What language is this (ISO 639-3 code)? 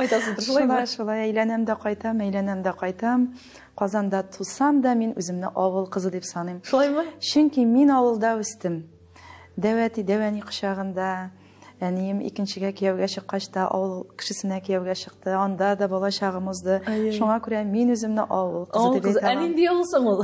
tat